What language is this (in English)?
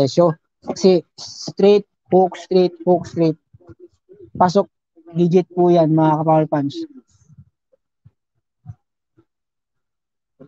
Filipino